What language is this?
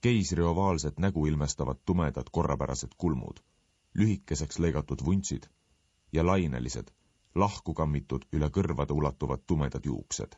Estonian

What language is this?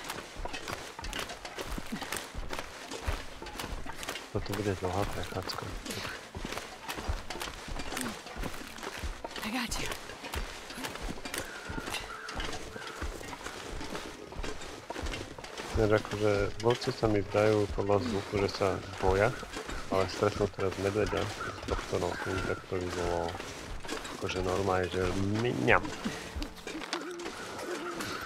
Slovak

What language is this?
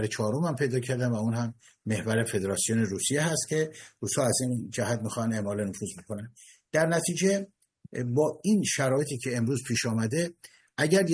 Persian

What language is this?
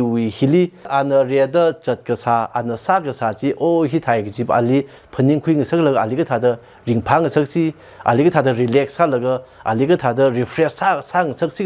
Tangkhul Naga (India)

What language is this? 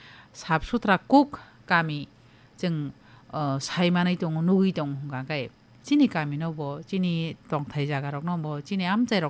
Kok Borok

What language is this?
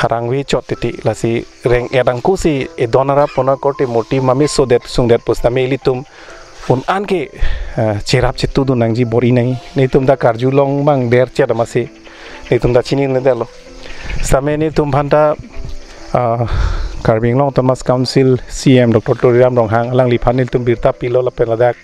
Karbi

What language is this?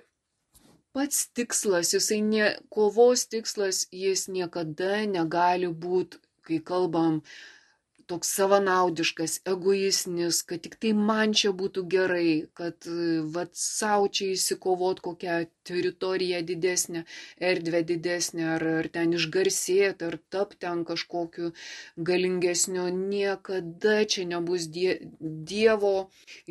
Lithuanian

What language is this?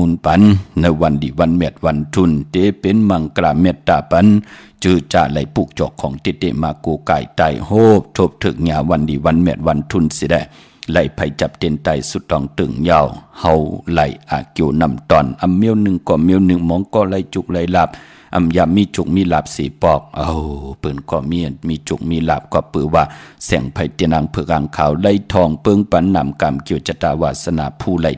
Shan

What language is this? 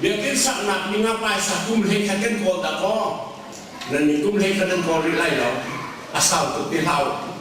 Hakha Chin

